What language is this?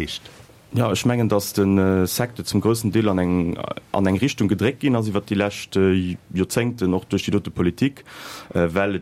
Luxembourgish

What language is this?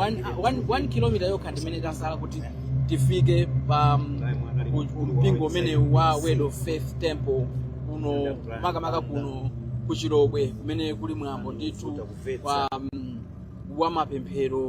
Nyanja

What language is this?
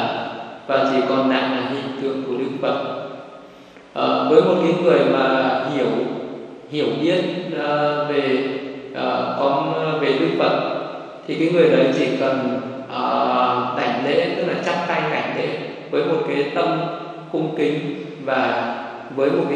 Vietnamese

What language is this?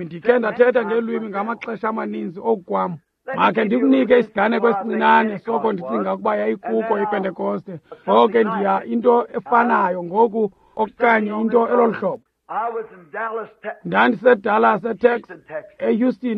Xhosa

